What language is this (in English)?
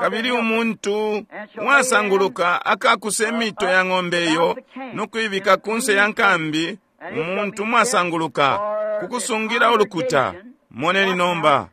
Bemba